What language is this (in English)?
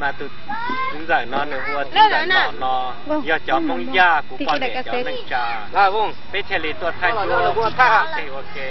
Hmong